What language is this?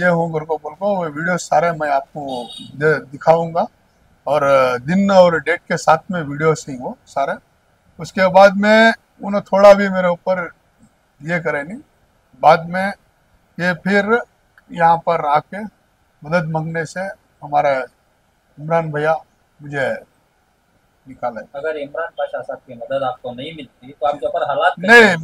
Hindi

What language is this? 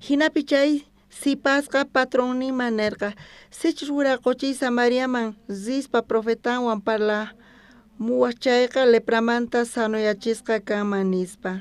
South Bolivian Quechua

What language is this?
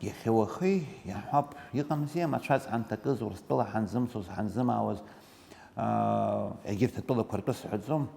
Abkhazian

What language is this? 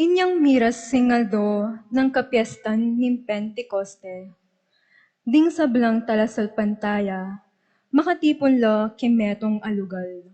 Pampanga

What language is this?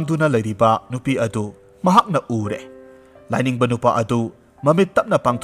Manipuri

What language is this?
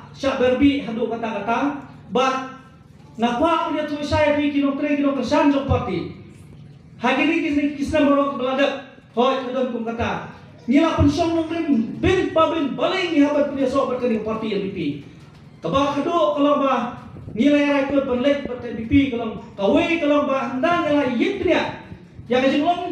Khasi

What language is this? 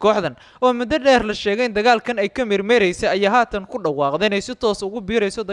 Somali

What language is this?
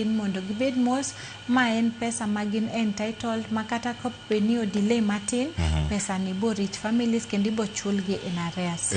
Luo (Kenya and Tanzania)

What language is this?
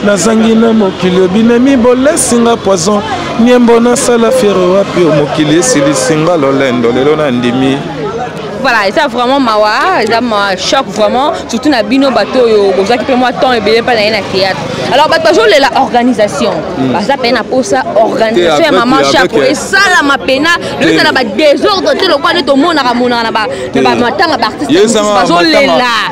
Lingala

